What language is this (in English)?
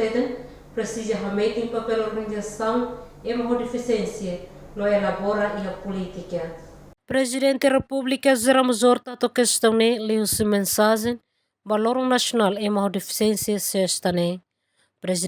Tetum